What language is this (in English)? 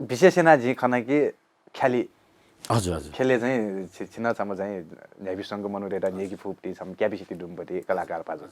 Newari